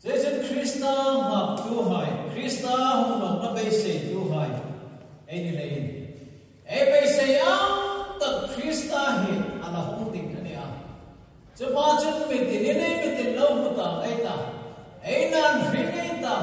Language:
Hmar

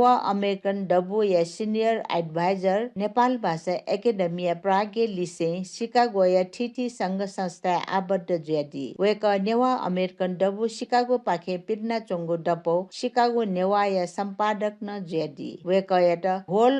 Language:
Newari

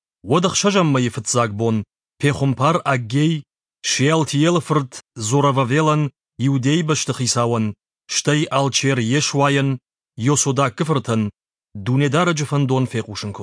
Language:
Ossetic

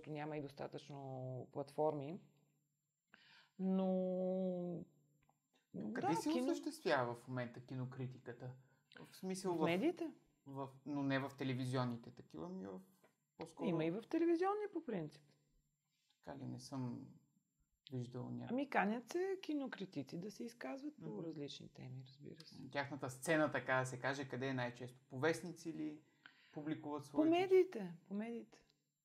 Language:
Bulgarian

